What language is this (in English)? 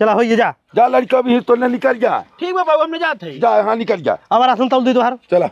Bhojpuri